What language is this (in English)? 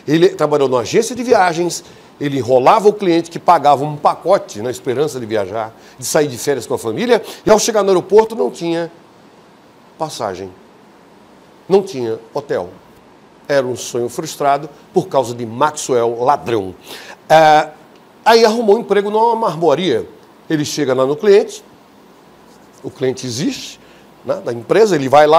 Portuguese